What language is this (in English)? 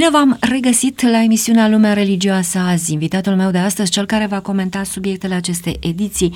Romanian